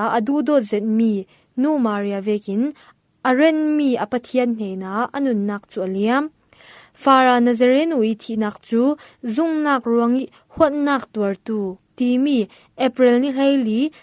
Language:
Falam Chin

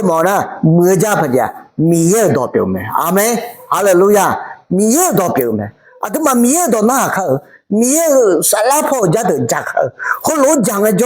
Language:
Akha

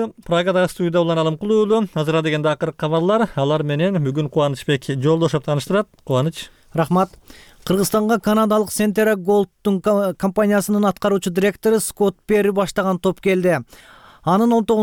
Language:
Kyrgyz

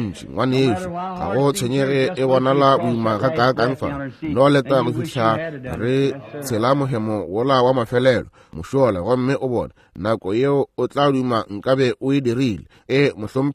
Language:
Northern Sotho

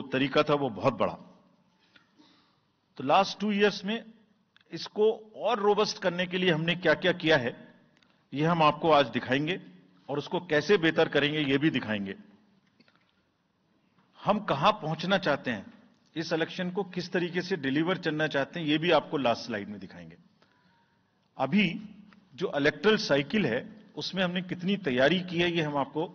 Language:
Hindi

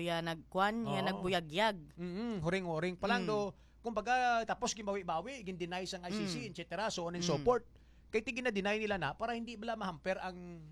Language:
Hiligaynon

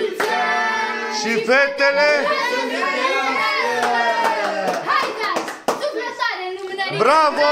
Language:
Romanian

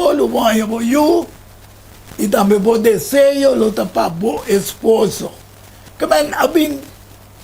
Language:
Papiamento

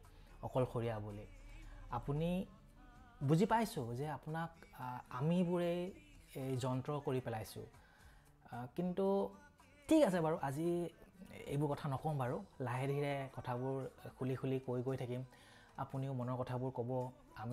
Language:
Assamese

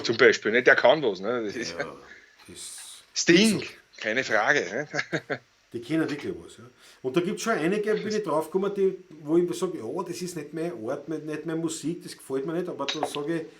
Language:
Bavarian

